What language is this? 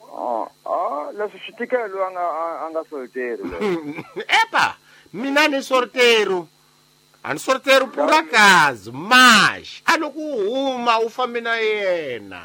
Tsonga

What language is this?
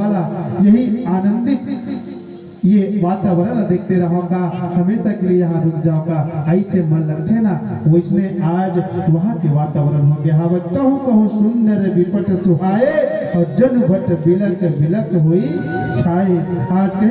Chhattisgarhi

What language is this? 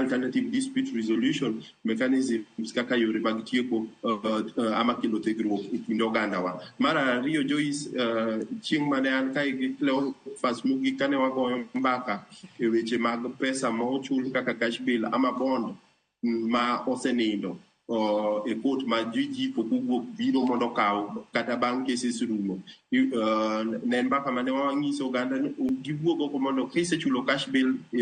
Luo (Kenya and Tanzania)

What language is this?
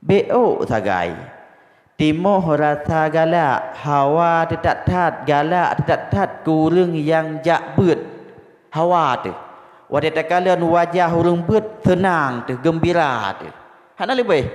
Achinese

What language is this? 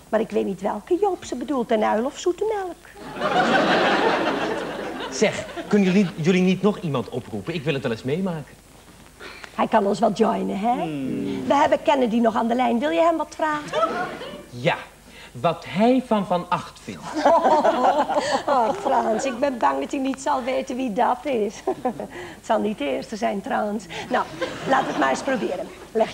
Dutch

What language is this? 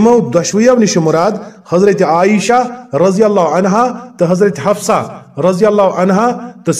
Kashmiri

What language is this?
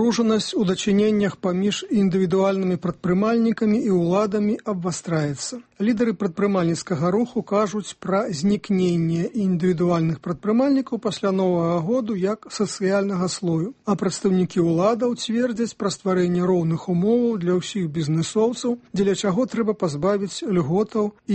Belarusian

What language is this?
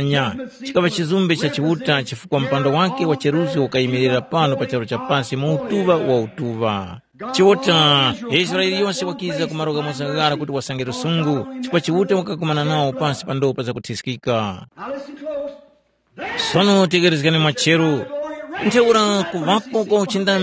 Tumbuka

